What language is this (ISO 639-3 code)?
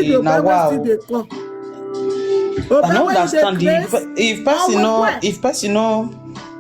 pcm